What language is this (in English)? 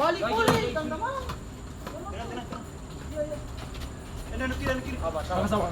Ambonese Malay